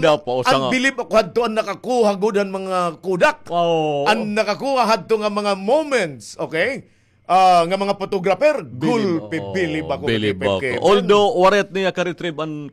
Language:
Waray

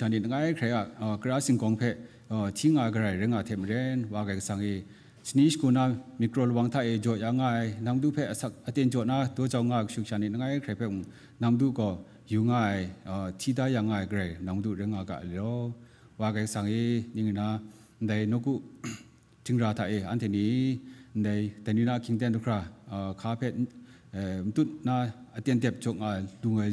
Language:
Kachin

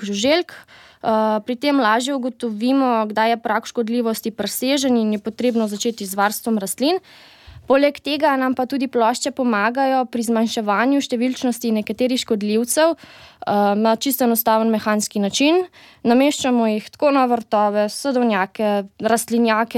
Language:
Slovenian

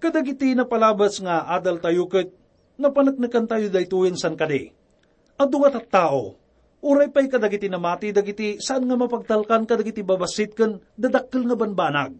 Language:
Iloko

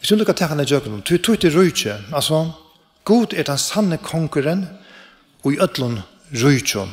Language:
Faroese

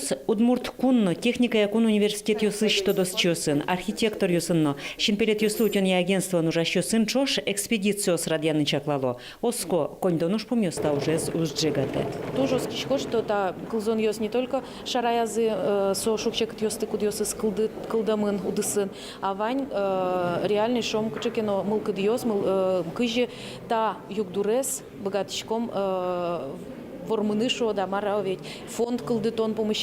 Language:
Udmurt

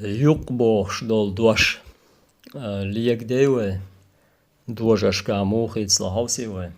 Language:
Chechen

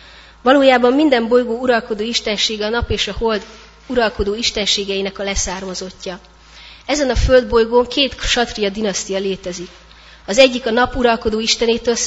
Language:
Hungarian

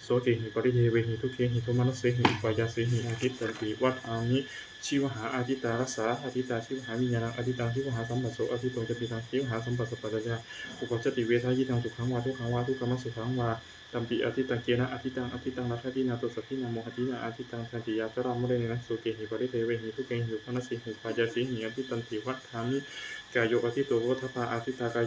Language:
Pali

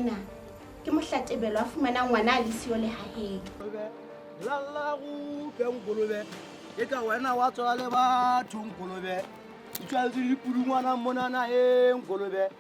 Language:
Southern Sotho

